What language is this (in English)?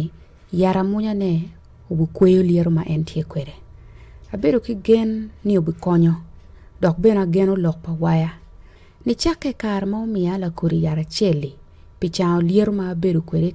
Acoli